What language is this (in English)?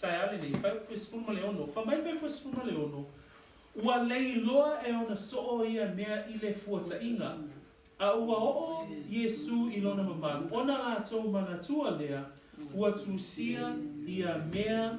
Samoan